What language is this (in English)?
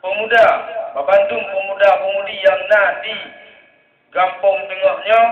Achinese